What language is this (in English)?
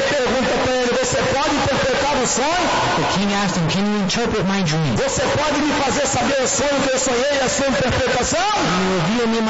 Portuguese